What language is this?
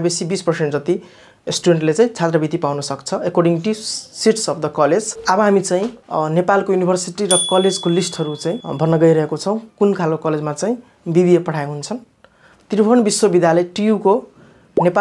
Nepali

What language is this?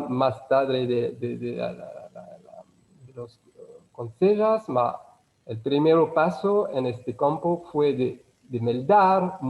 Ladino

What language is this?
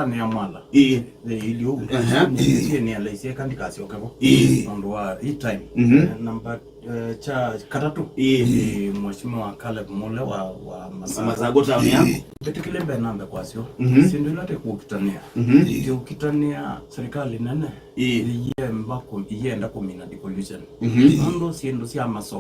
Kamba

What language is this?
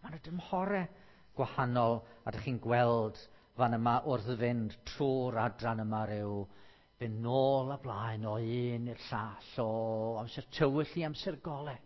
Welsh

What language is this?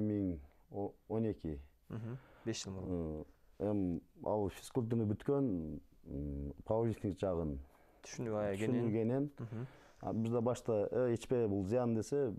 Kyrgyz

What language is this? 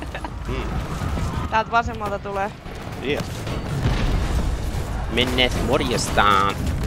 Finnish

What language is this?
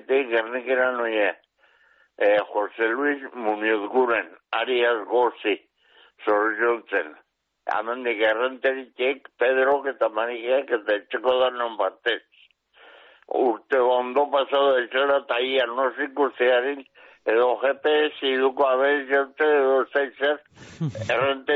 Basque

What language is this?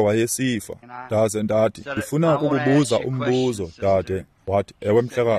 Xhosa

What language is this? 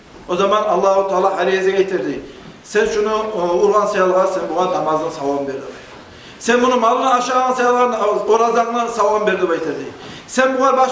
Kumyk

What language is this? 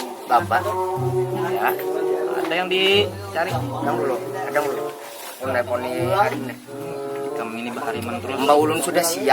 Banjar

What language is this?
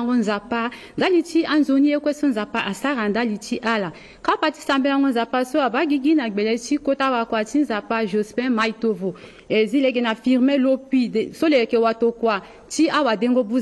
Sango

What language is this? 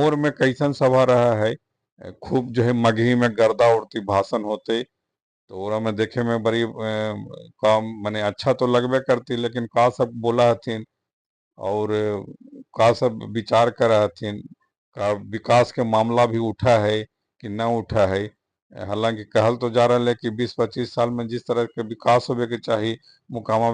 Magahi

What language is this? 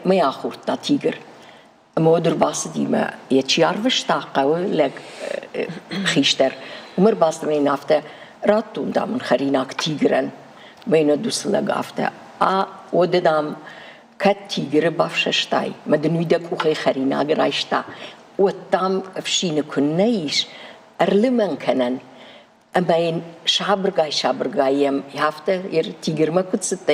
Ossetic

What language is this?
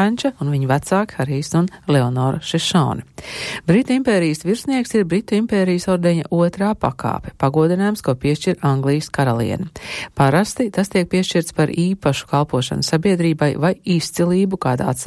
Latvian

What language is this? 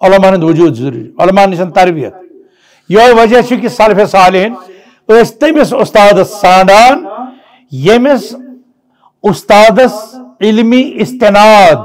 Kashmiri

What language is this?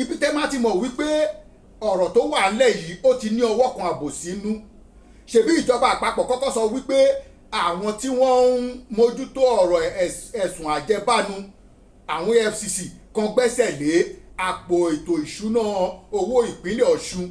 Yoruba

